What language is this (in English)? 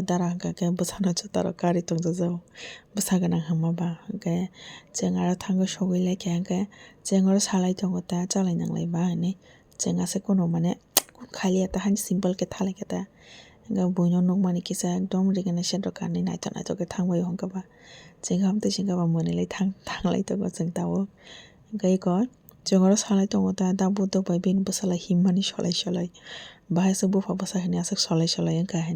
Kok Borok